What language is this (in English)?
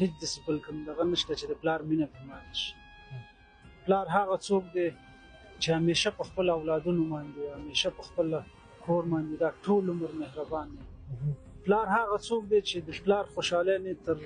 Pashto